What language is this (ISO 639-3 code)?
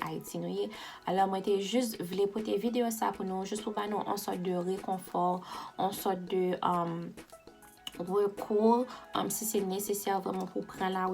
hat